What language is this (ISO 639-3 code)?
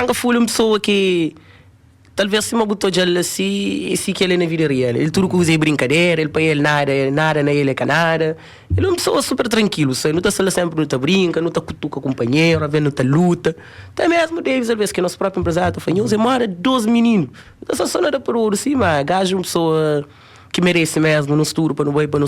kea